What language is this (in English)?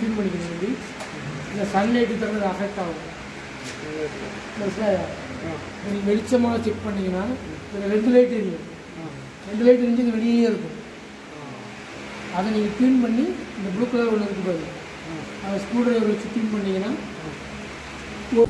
Tamil